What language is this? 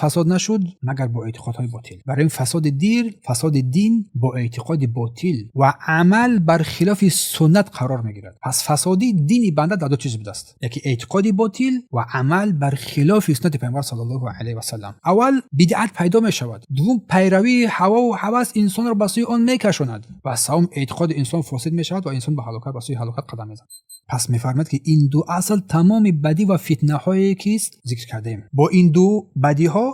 Tajik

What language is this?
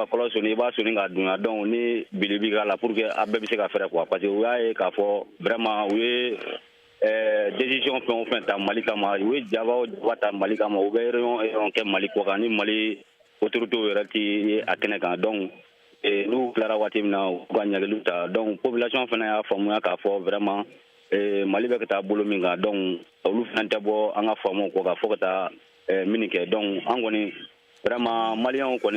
Bambara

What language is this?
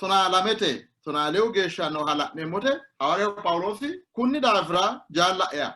Sidamo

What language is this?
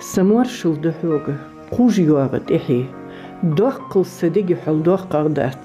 Ingush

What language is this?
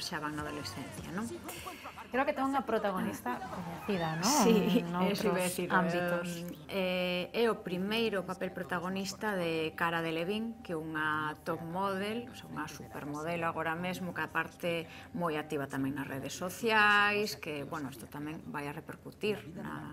Galician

